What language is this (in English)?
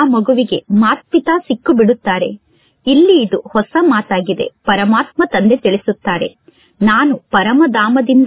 Kannada